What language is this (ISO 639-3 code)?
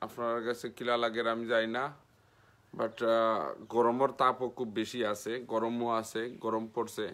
syl